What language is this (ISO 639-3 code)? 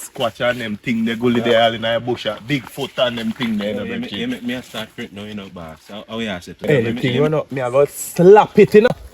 jam